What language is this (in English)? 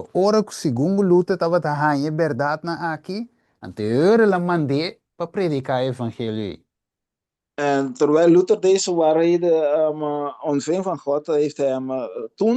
Papiamento